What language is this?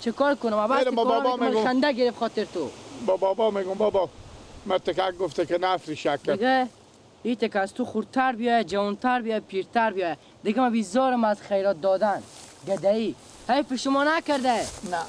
Persian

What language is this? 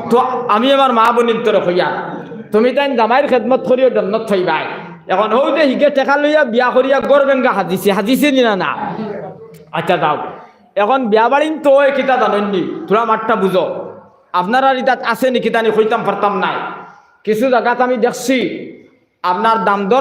Sylheti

